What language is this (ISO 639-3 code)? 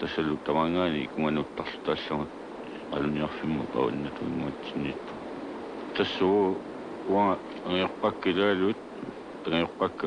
kal